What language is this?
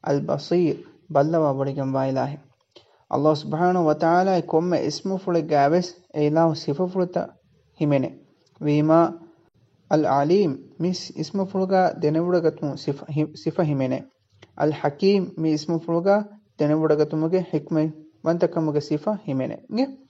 Divehi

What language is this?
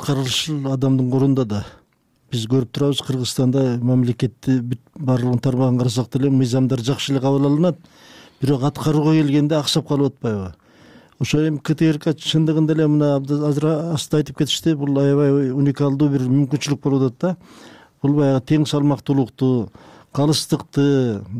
Kyrgyz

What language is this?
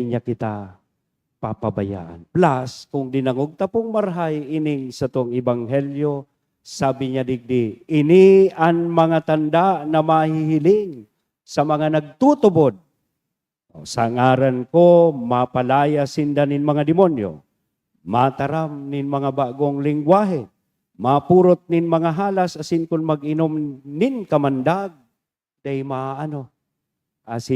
Bikol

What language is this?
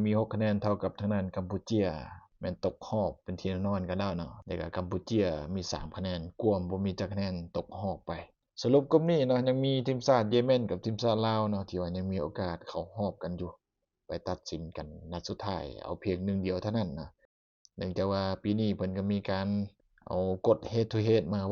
Lao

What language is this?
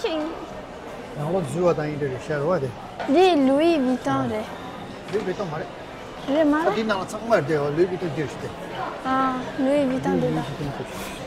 Tibetan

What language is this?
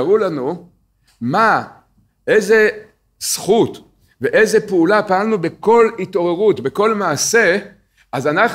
Hebrew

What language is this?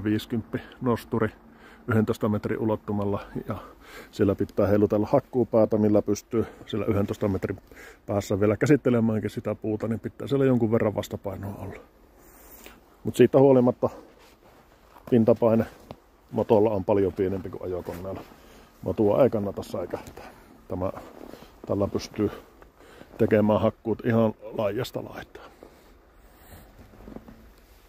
Finnish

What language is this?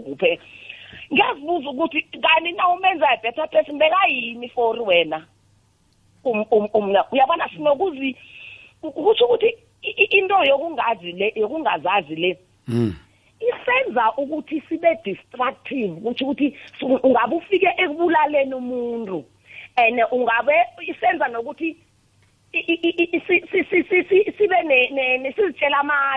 South Ndebele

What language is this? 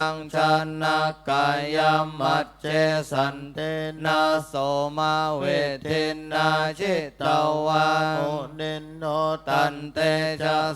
Pali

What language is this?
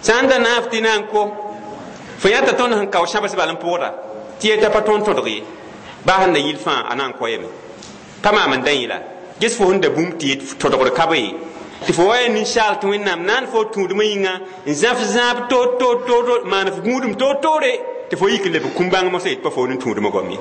Mossi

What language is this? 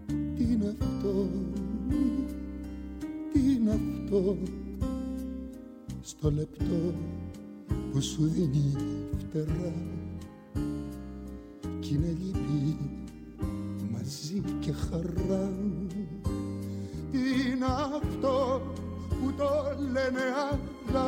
Greek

